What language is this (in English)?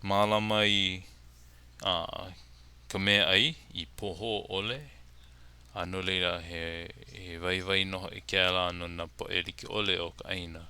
Hawaiian